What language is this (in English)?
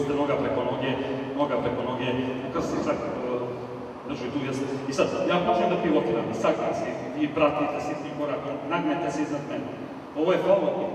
Serbian